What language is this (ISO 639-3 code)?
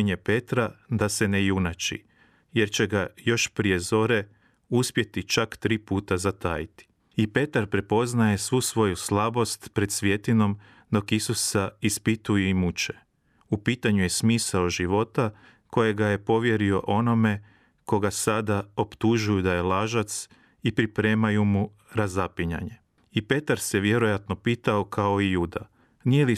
hrv